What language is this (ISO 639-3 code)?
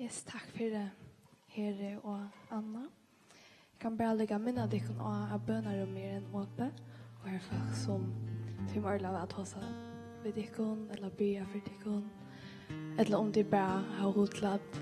fao